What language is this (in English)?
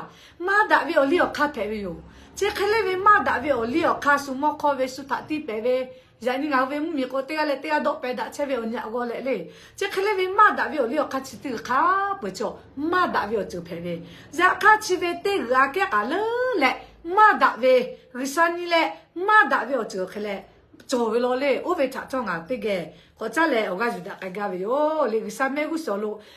Lahu